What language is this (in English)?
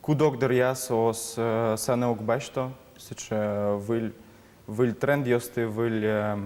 Udmurt